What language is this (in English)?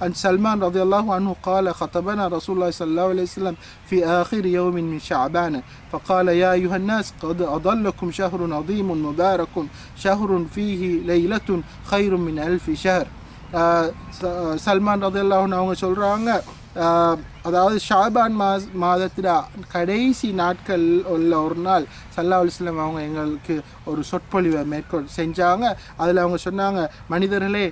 Tamil